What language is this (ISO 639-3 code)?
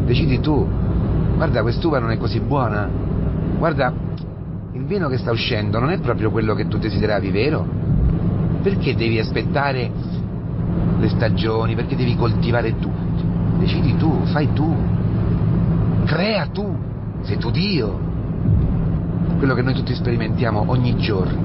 ita